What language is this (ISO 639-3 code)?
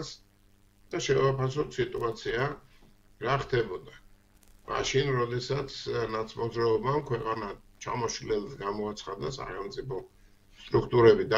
kat